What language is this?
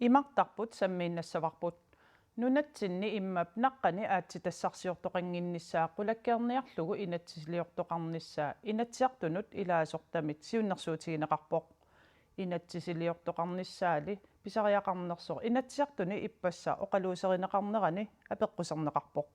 Kalaallisut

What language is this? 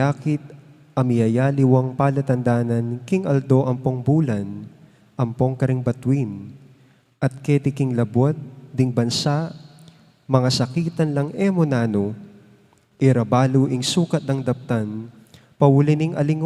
Pampanga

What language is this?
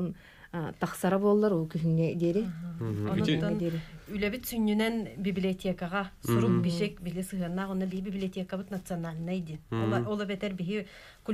Yakut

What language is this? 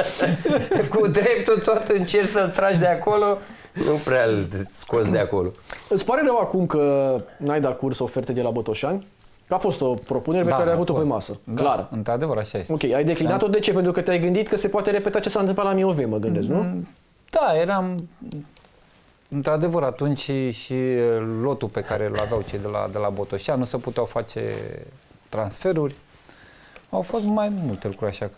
Romanian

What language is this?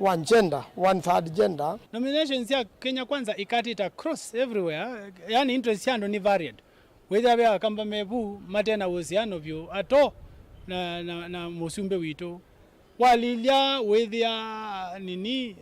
Kamba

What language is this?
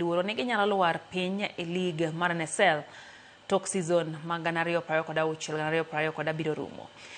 Luo (Kenya and Tanzania)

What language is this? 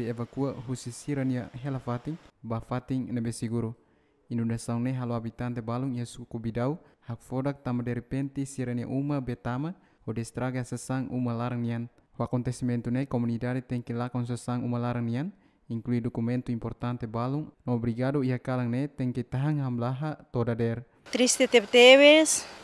Tetum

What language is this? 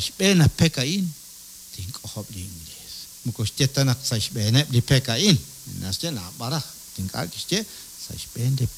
Kekchí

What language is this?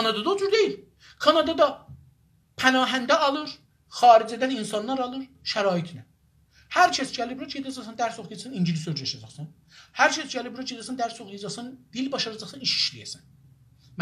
South Azerbaijani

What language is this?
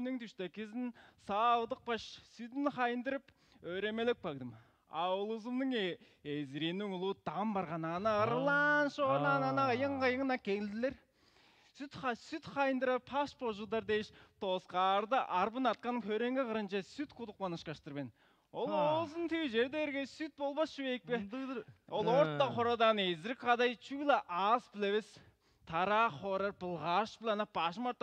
Tuvinian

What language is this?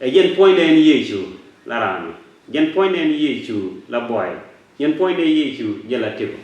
Nuer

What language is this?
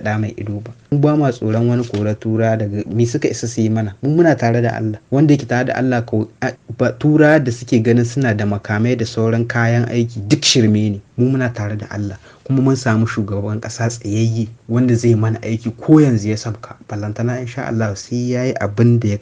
Hausa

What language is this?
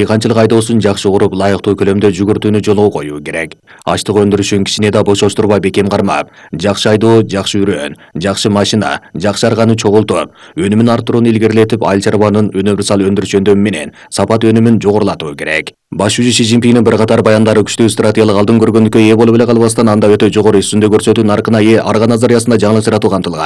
Kyrgyz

